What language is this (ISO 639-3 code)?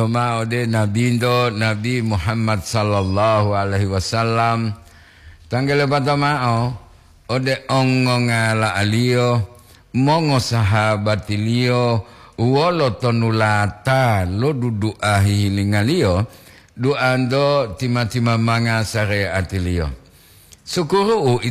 gor